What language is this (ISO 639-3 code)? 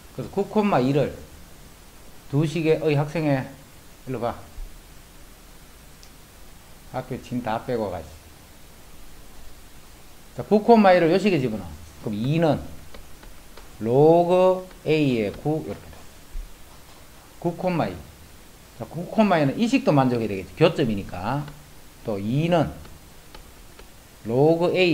kor